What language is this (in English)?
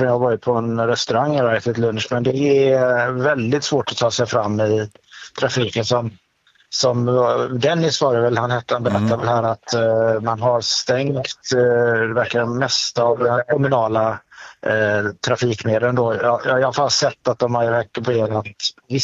Swedish